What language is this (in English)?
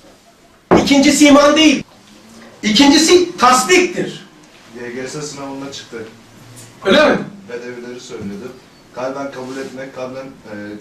Turkish